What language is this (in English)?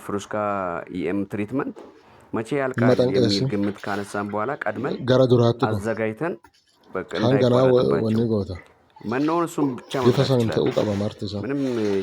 Amharic